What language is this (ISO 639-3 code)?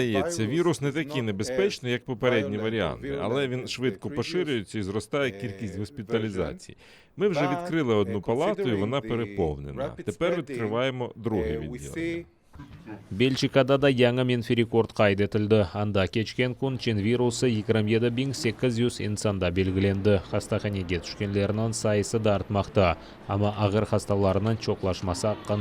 crh